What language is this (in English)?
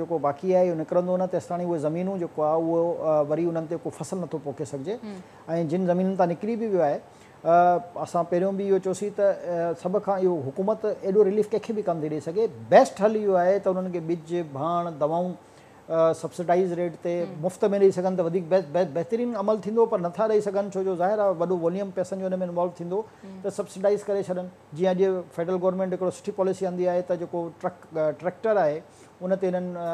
Sindhi